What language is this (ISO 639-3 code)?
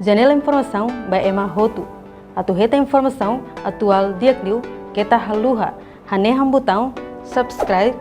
tet